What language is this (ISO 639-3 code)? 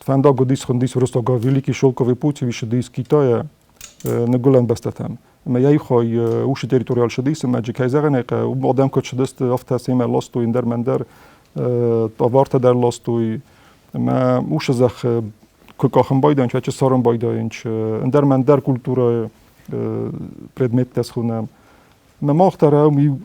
oss